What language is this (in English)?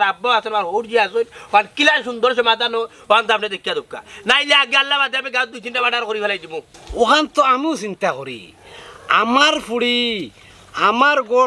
Sylheti